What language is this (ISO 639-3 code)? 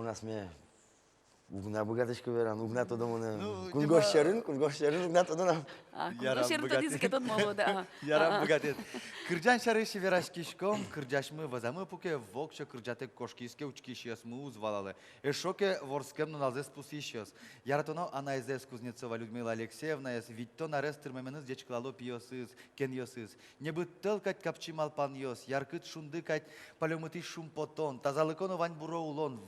udm